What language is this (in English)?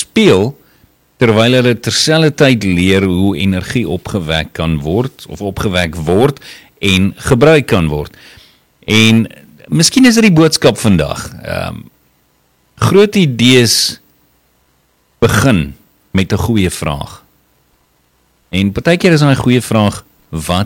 Afrikaans